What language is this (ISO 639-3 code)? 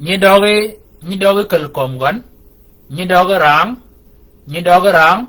shk